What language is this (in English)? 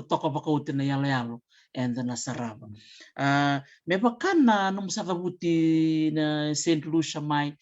Fijian